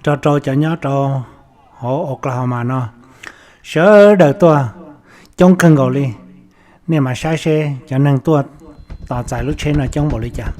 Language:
Hmong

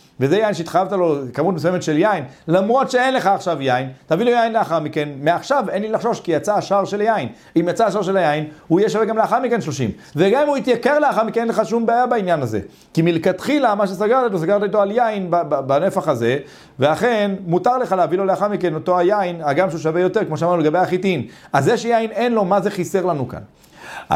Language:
Hebrew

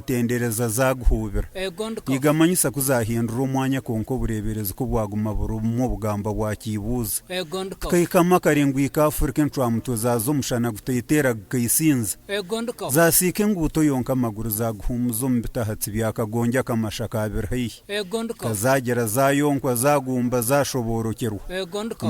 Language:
Nyankole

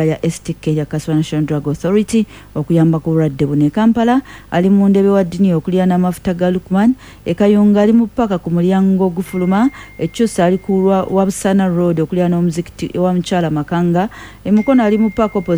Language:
Ganda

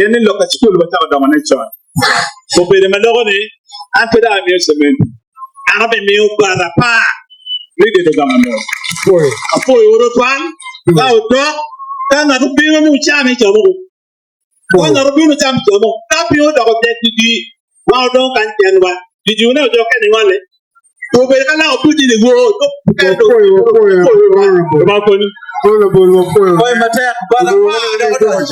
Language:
Acoli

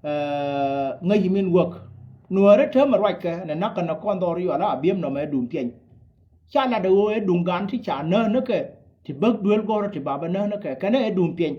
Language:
Nuer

